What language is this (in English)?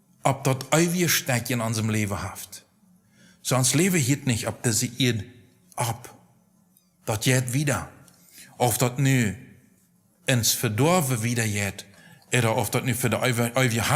Plautdietsch